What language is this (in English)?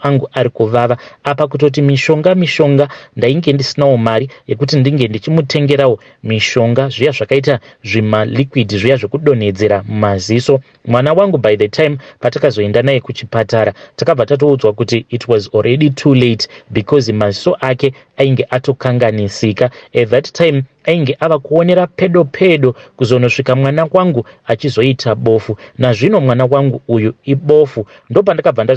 Shona